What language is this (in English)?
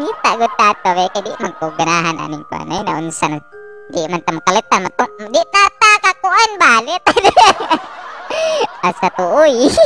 Cebuano